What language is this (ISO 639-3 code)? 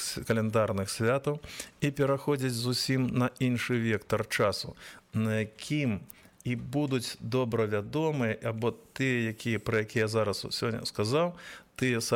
bel